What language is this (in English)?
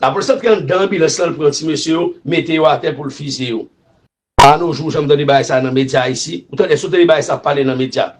Haitian Creole